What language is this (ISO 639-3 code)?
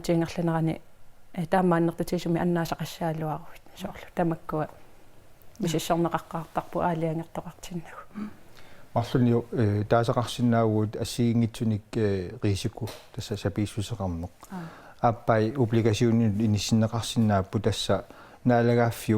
kal